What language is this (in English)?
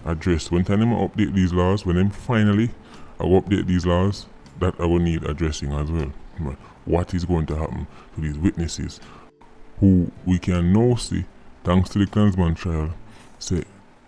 Jamaican Creole English